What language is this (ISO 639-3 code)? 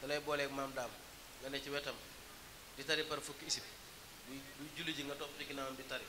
wol